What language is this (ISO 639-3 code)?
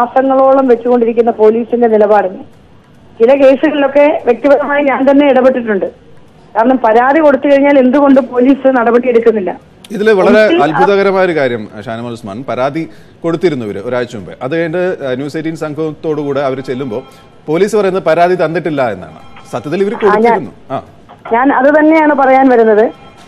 mal